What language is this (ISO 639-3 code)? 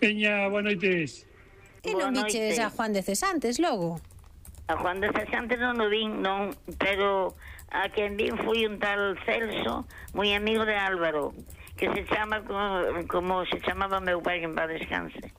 glg